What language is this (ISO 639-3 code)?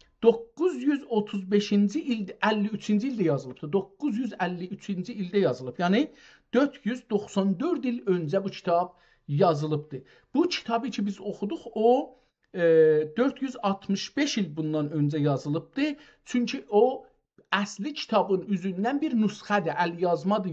azb